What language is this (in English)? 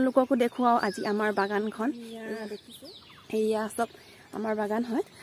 Assamese